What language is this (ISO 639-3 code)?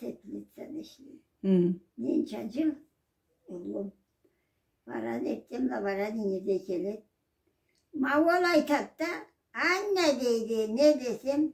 krc